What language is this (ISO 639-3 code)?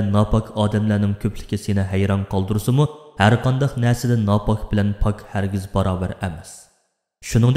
uig